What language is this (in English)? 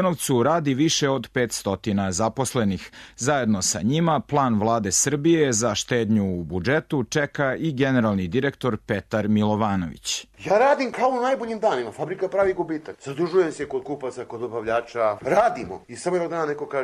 Serbian